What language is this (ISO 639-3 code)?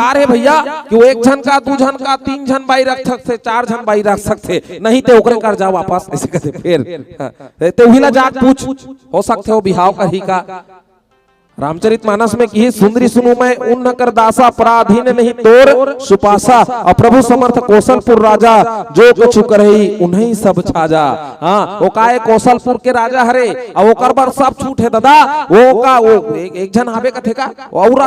hne